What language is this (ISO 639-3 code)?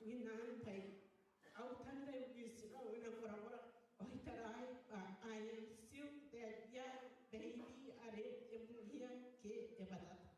gil